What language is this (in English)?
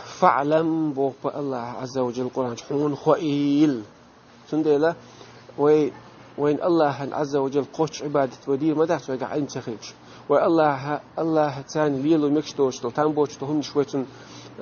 Chechen